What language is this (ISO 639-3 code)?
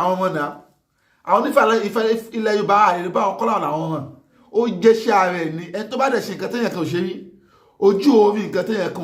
yor